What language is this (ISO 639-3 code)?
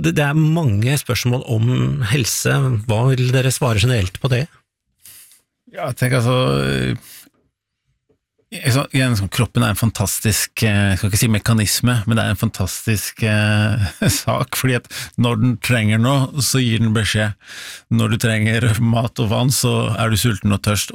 nor